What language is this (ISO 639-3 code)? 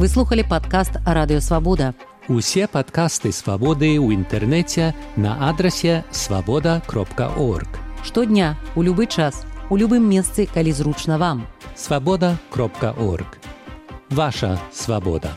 bel